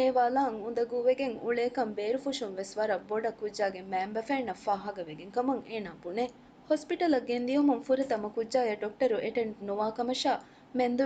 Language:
Divehi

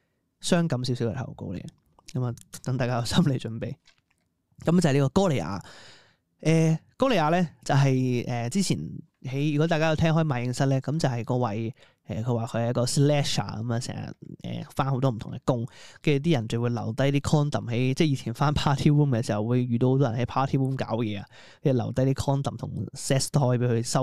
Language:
Cantonese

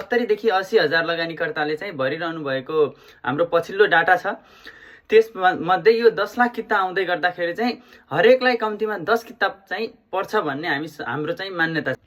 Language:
Nepali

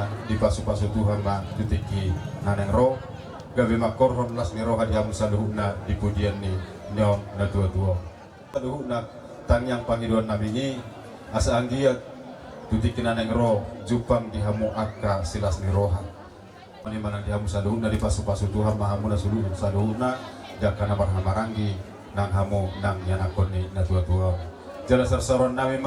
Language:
Batak Toba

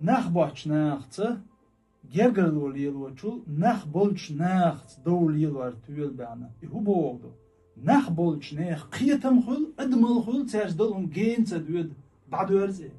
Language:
Chechen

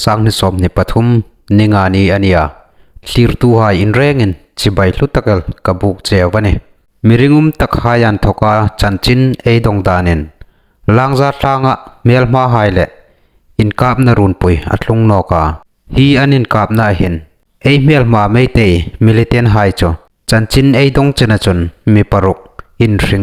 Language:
Hmar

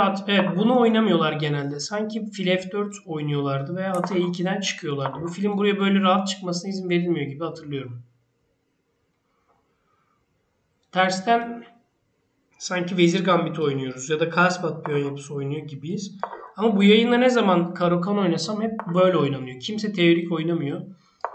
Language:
Turkish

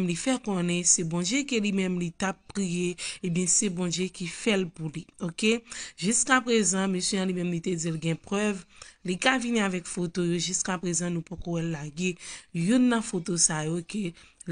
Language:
Haitian Creole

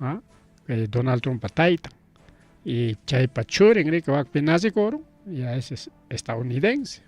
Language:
Ayacucho Quechua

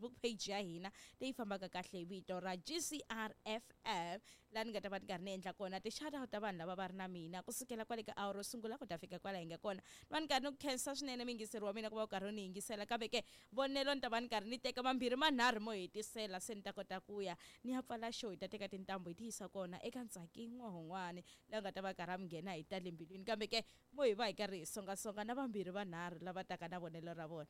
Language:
Tsonga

